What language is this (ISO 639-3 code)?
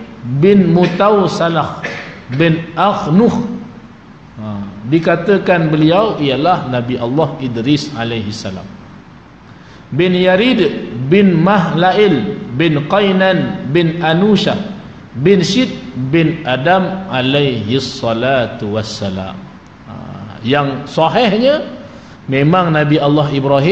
msa